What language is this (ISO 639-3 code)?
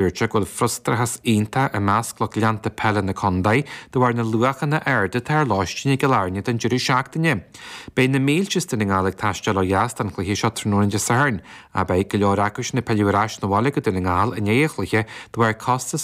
gle